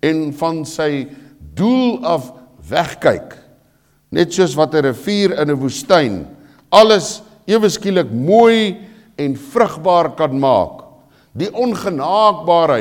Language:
Afrikaans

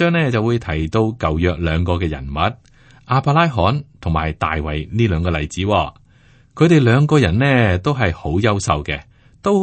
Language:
Cantonese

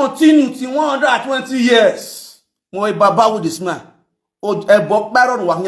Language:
Nigerian Pidgin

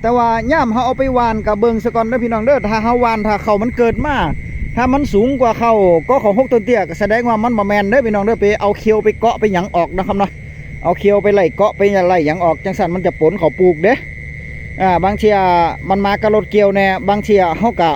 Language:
Northeastern Thai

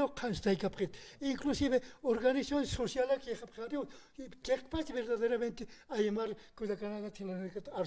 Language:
Aymara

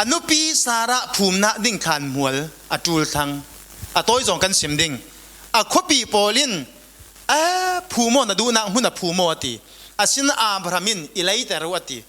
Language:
Falam Chin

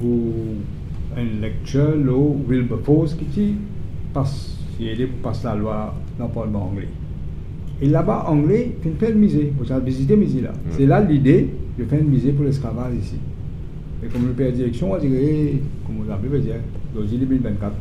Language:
Morisyen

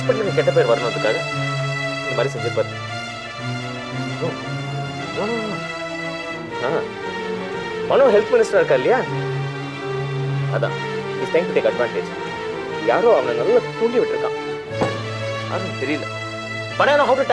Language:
Tamil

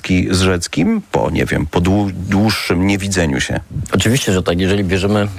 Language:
Polish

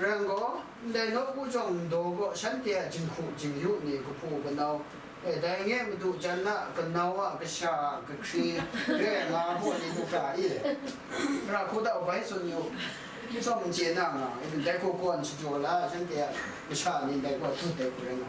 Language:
Kachin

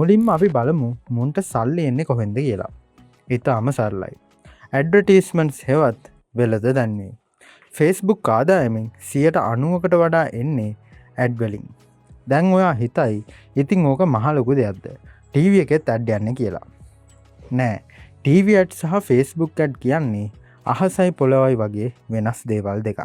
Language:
Sinhala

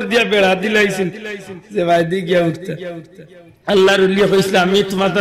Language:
Sylheti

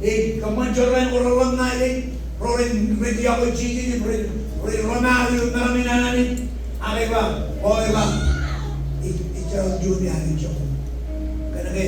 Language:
Marshallese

